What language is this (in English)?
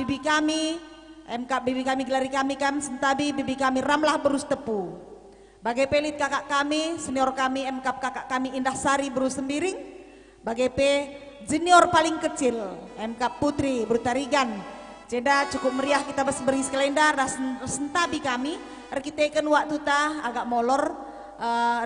Batak Karo